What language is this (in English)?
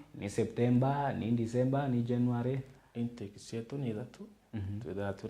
Meru